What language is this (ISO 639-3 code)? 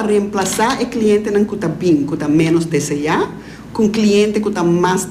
pap